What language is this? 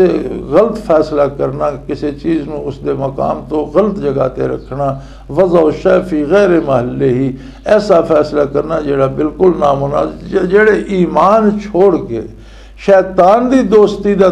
Western Panjabi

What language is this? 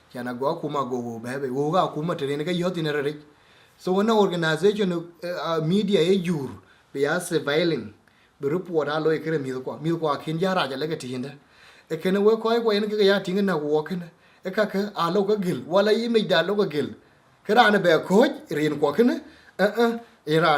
Dinka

